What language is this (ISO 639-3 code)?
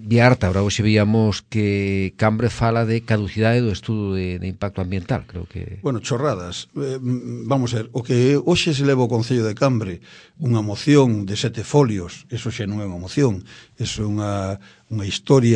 glg